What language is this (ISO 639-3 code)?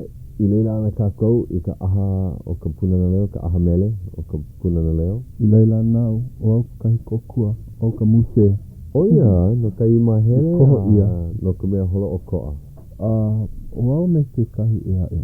haw